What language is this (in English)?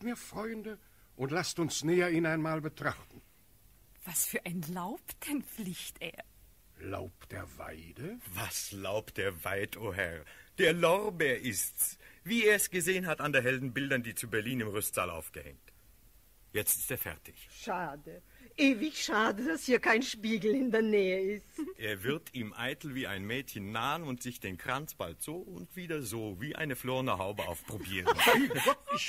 German